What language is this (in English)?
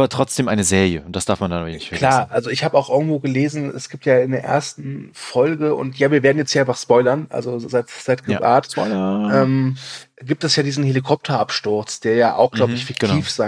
German